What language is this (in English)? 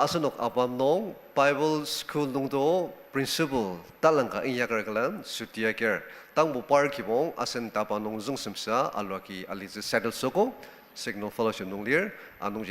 Ao Naga